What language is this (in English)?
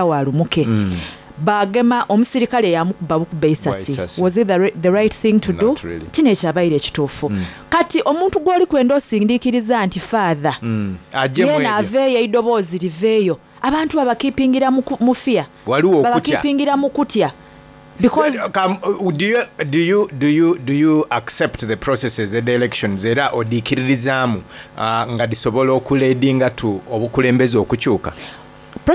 Soga